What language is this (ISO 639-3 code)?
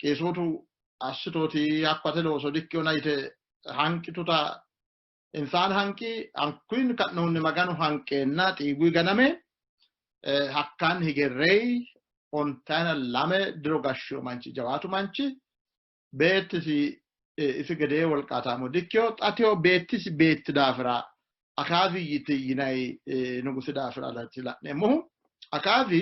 sid